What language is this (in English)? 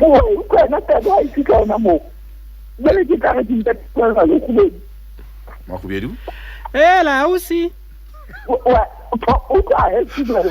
Southern Sotho